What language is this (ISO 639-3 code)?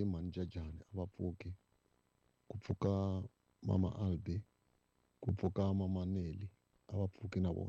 tso